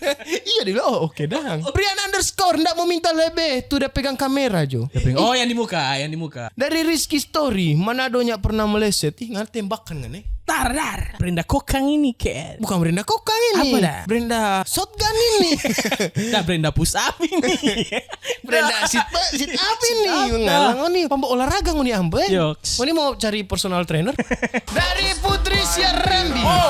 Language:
Manado Malay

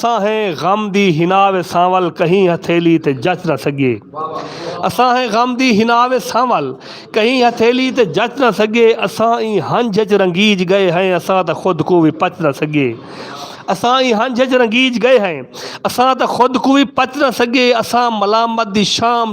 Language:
Saraiki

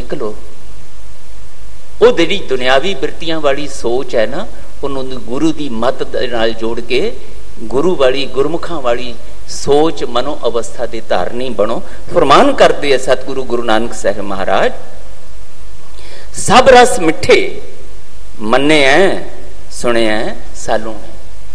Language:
Punjabi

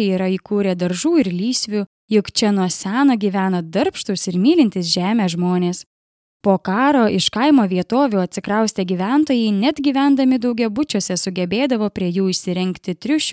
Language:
Lithuanian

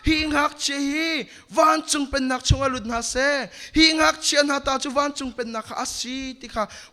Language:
Hakha Chin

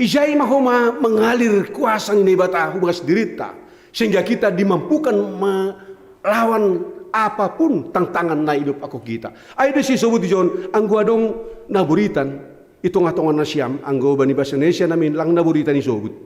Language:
Batak Simalungun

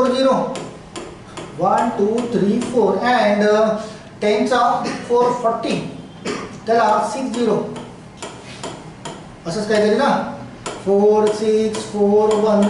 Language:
Marathi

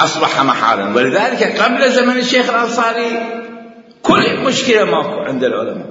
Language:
Mesopotamian Arabic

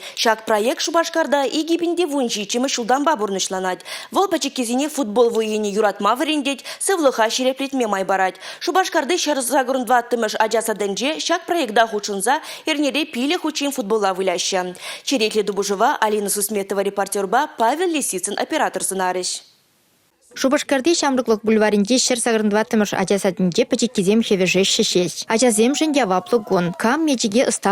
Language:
Chuvash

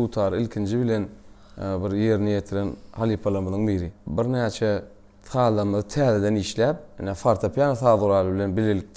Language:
Turkmen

